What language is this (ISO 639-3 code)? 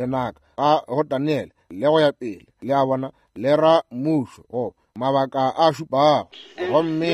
nso